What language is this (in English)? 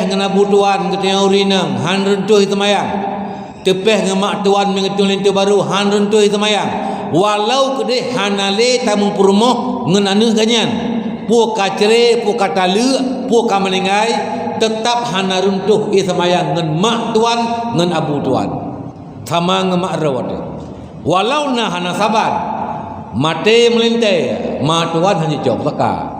Achinese